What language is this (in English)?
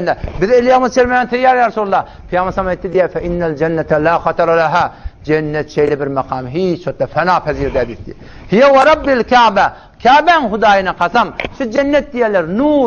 Turkmen